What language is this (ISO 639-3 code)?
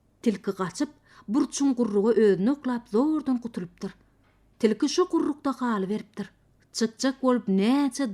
tuk